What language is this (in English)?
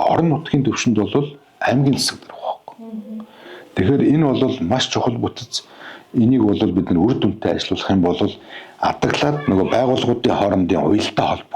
Mongolian